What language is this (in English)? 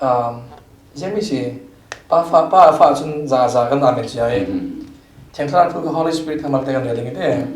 Falam Chin